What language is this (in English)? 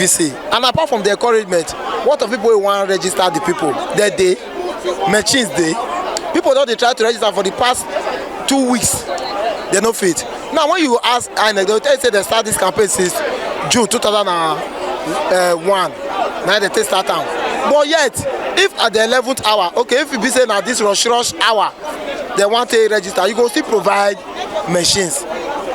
Nigerian Pidgin